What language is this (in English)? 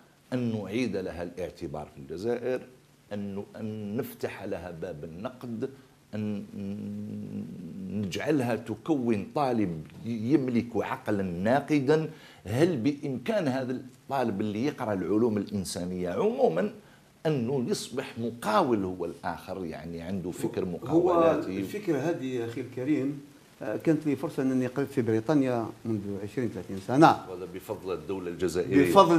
Arabic